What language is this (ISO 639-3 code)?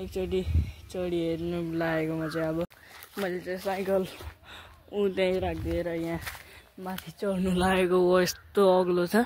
nep